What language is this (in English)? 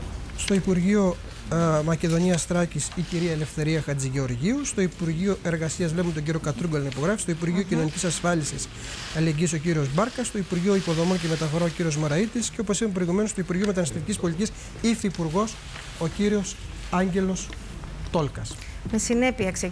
Greek